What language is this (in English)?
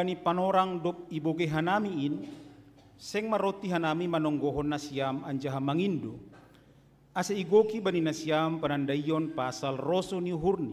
Batak Simalungun